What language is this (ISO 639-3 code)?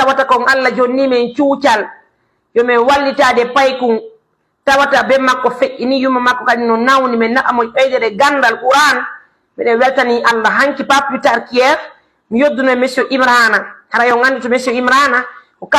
fuf